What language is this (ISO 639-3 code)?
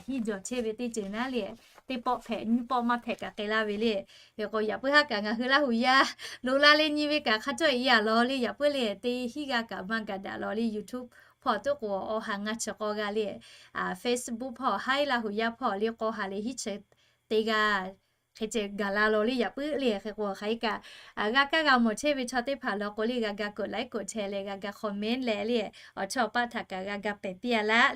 lhu